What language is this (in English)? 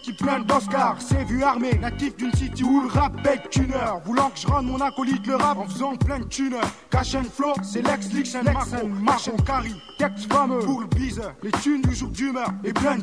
French